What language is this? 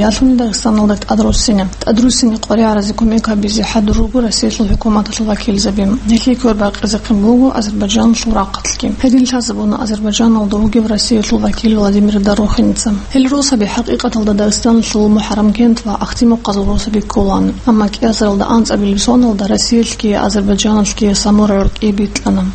Avaric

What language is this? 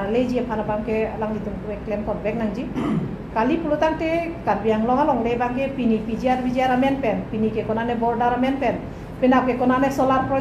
Karbi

